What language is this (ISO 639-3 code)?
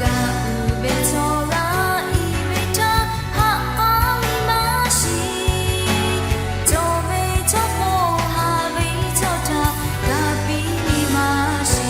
lhu